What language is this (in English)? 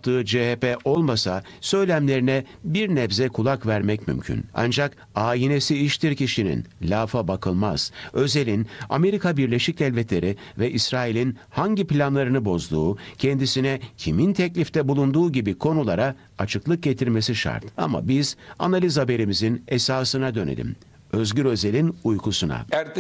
Turkish